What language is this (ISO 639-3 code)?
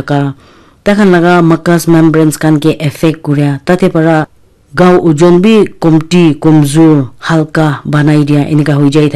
nag